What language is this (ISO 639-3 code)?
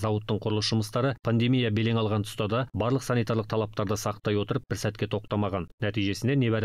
kaz